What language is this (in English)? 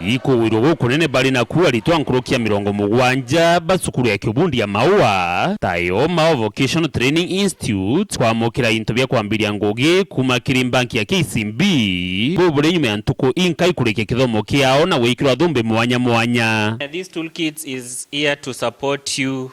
Meru